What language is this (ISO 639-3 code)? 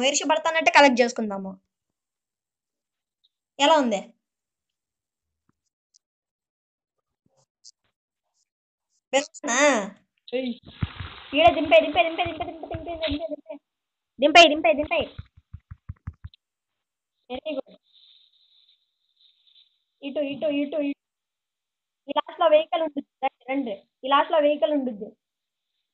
tel